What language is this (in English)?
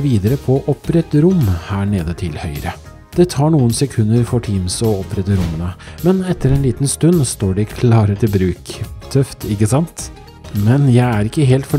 Norwegian